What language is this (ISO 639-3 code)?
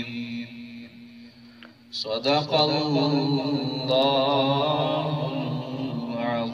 ara